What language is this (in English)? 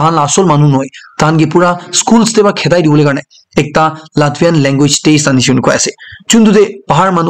Naga Pidgin